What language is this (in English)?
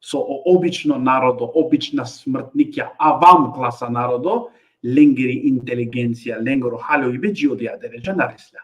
Balkan Romani